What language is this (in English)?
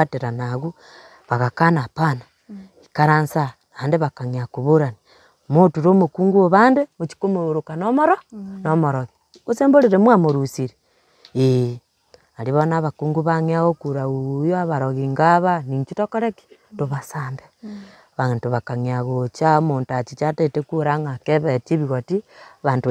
Gusii